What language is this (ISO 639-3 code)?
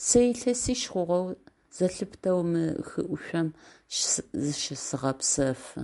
ady